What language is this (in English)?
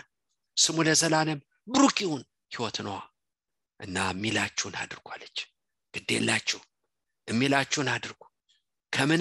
Amharic